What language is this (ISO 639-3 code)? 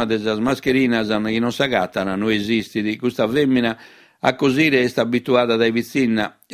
srd